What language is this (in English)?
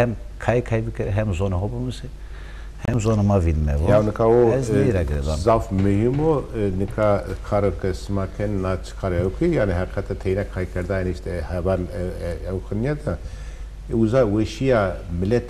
Zaza